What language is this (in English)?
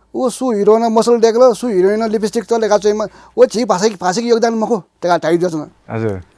Newari